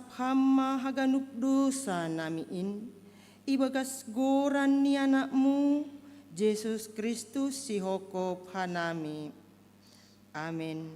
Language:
Batak Simalungun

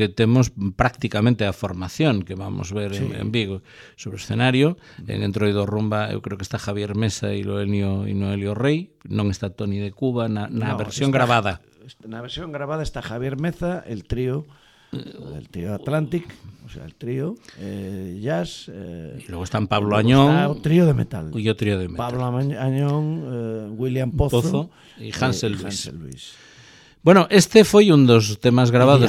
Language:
Galician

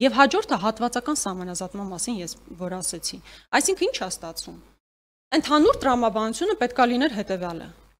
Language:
Armenian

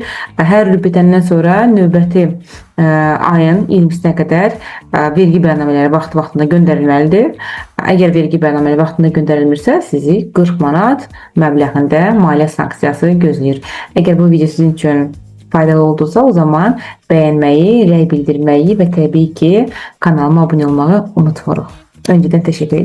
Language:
Azerbaijani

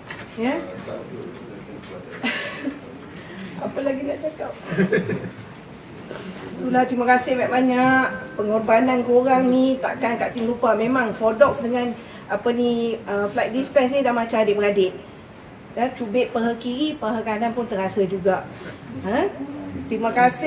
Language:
Malay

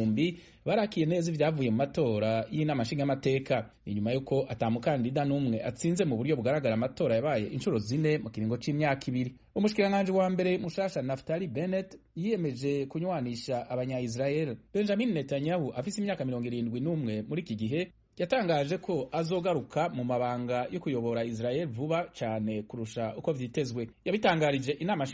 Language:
Rundi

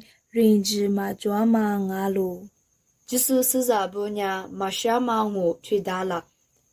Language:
Lisu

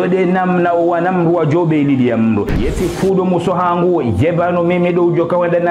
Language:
Ngazidja Comorian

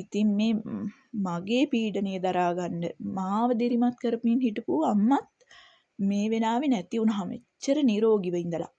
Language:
Sinhala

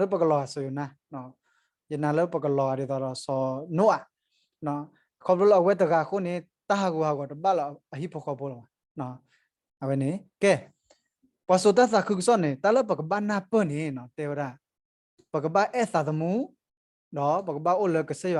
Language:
S'gaw Karen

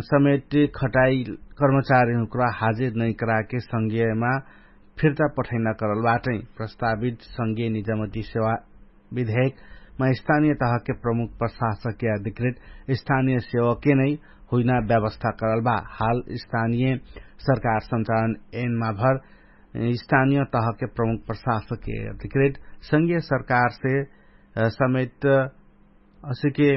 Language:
Dangaura Tharu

